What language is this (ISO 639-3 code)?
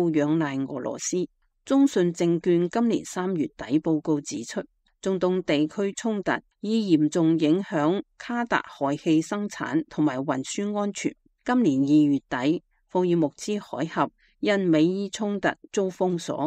yue